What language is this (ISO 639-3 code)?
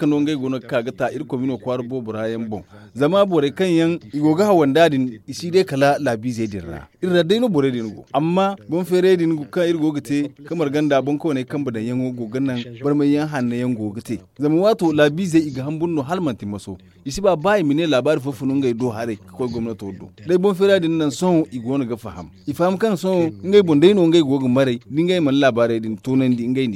dje